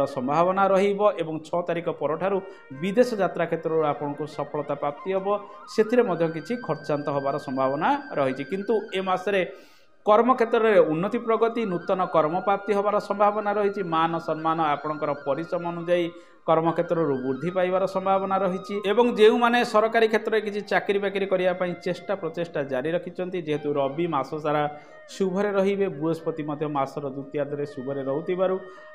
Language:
Odia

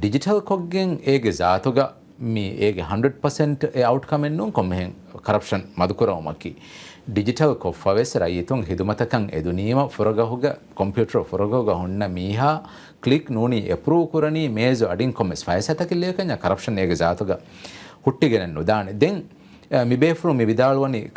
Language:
Divehi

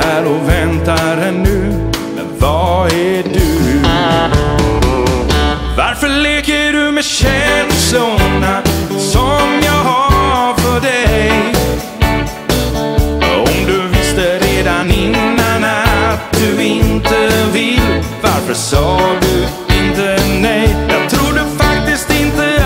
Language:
Swedish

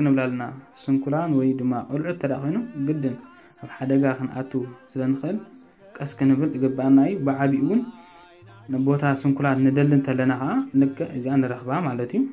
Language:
Tigrinya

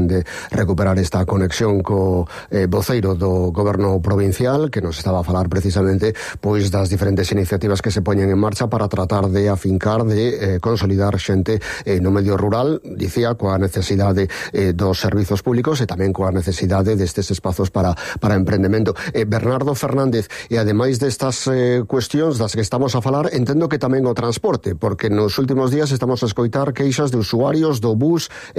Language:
Galician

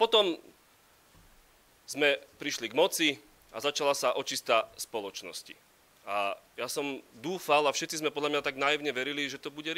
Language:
Slovak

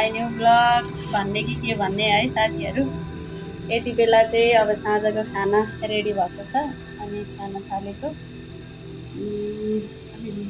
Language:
Nepali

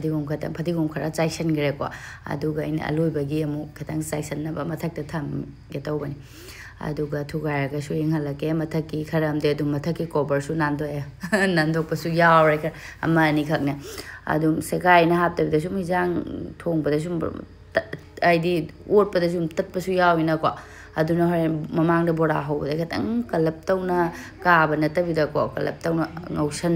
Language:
Manipuri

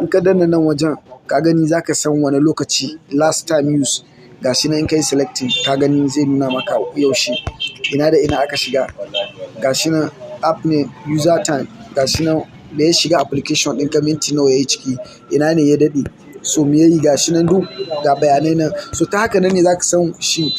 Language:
Hausa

